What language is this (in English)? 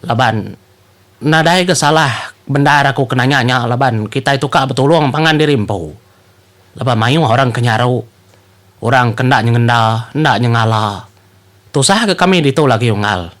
Iban